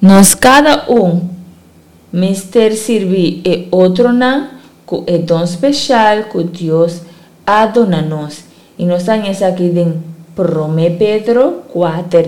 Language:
Papiamento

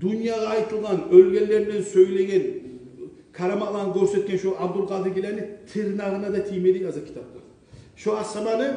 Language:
Kumyk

